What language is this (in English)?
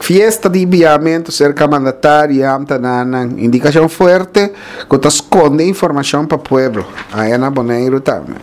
Papiamento